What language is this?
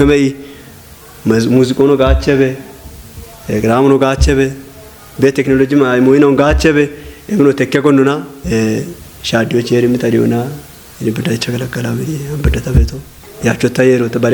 Kafa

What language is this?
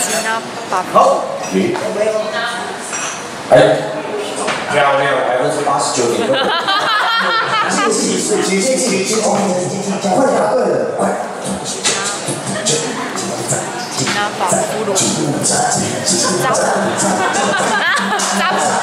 Chinese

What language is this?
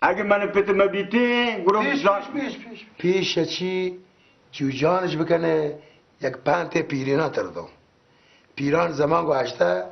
Baluchi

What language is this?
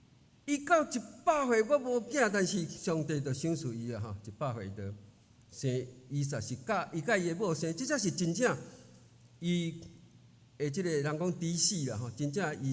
Min Nan Chinese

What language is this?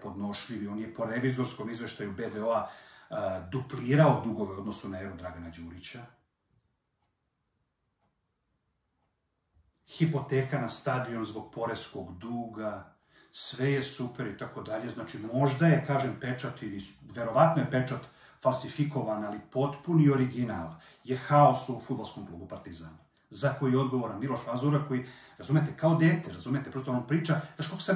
Serbian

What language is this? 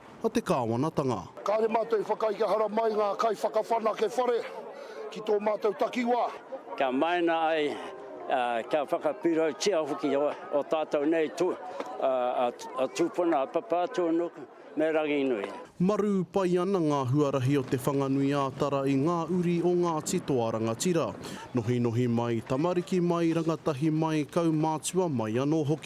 Māori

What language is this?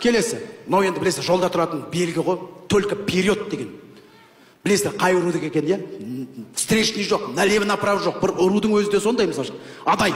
Kazakh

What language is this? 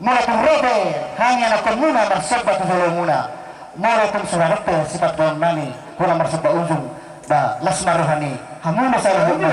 Batak Toba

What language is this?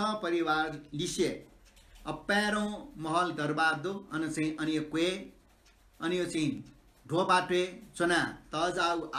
Newari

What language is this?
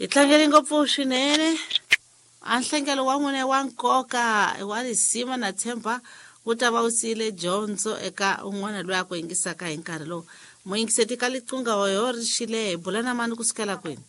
Tsonga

